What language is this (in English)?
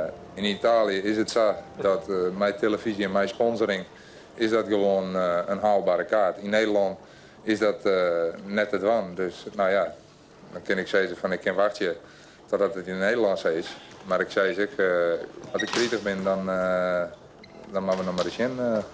Western Frisian